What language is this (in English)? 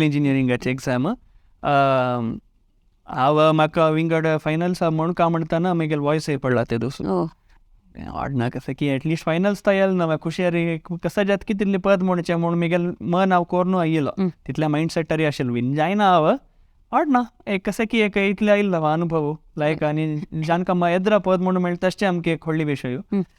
Konkani